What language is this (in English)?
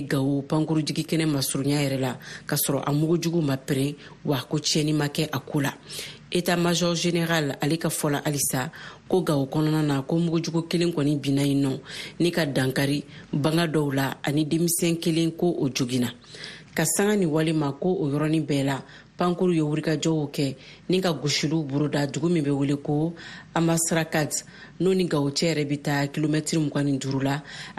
Bambara